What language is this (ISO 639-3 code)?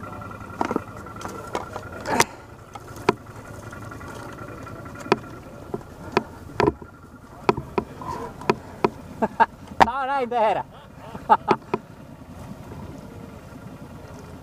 fin